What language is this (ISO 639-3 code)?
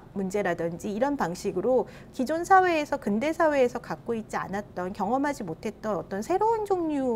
kor